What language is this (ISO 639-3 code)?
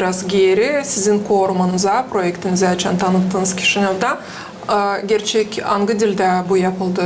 gag